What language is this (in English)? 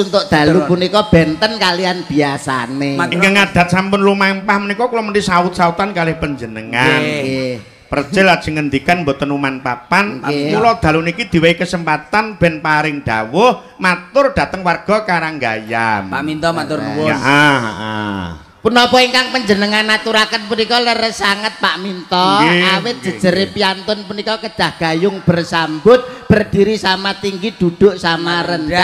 Javanese